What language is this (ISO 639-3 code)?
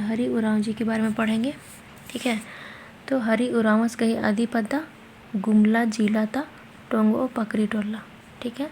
kru